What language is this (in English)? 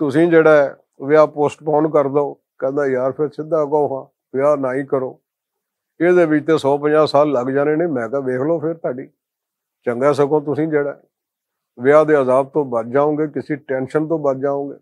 Western Panjabi